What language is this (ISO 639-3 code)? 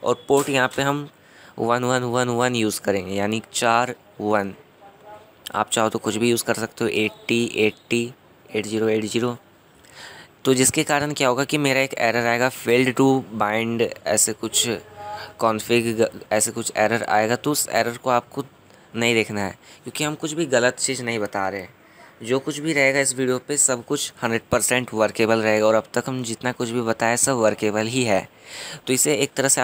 hin